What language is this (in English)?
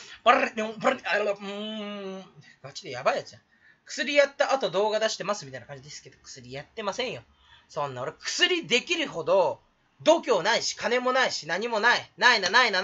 Japanese